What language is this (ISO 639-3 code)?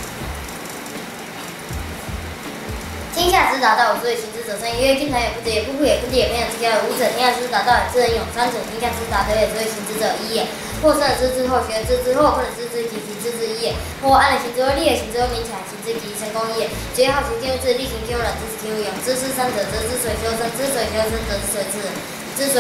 lzh